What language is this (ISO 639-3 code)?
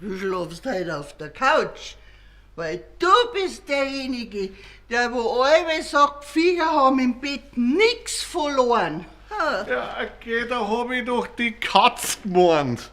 bar